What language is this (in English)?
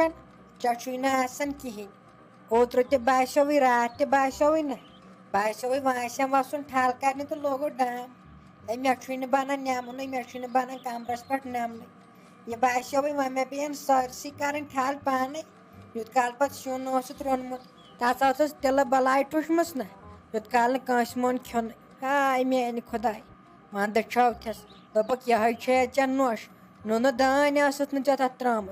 Kashmiri